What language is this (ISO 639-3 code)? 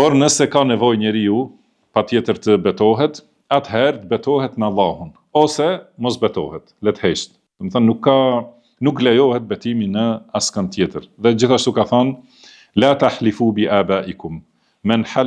sqi